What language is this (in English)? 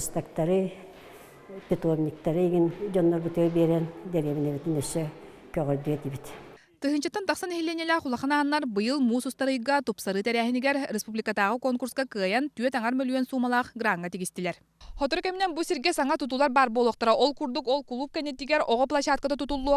Yakut